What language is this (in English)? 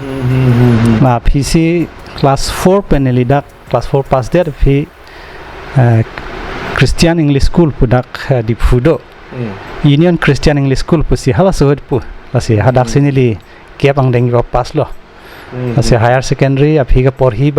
Karbi